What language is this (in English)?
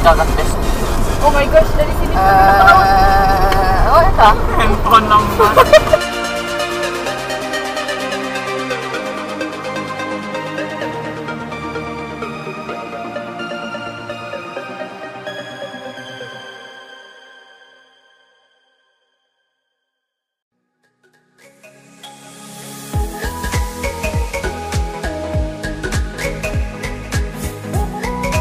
Malay